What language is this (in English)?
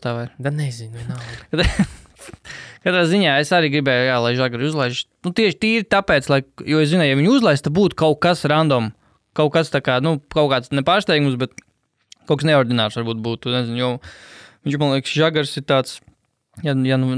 Latvian